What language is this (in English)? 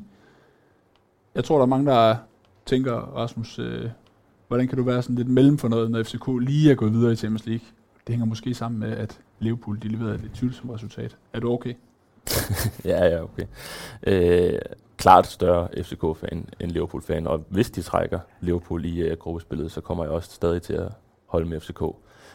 Danish